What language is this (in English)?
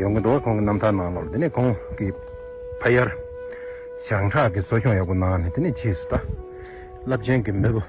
Tibetan